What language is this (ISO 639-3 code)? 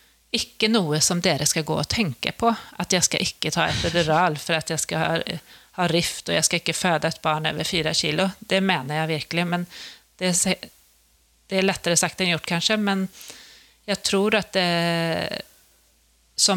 nor